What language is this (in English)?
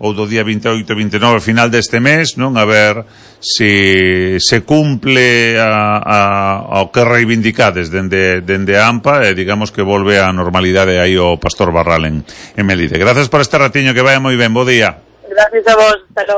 Galician